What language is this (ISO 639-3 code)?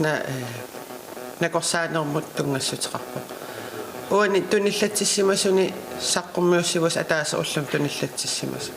kal